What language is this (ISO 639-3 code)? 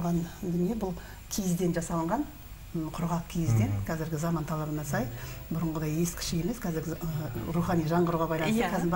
kaz